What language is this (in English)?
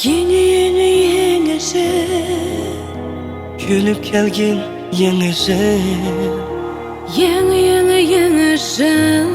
Uyghur